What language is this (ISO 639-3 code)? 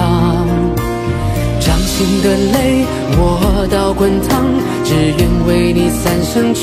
zho